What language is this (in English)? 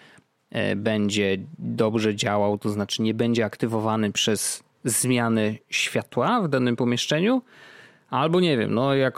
Polish